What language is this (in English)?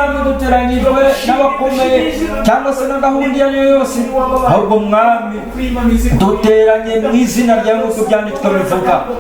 Kinyarwanda